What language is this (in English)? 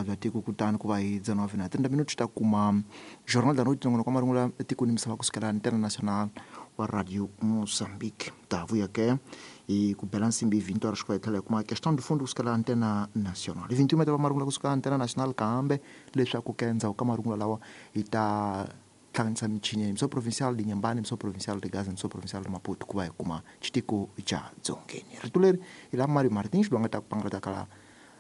Tsonga